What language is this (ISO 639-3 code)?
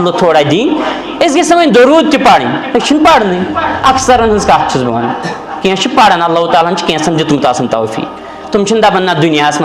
kas